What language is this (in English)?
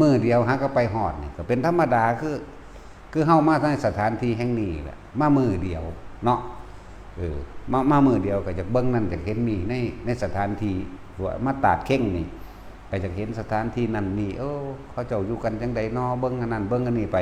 Northeastern Thai